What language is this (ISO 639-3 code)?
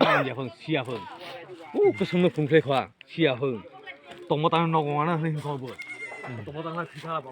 trp